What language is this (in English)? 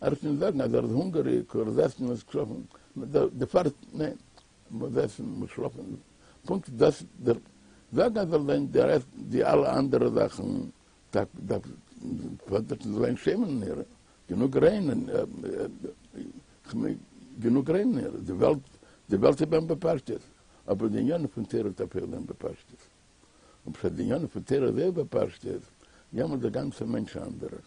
Yiddish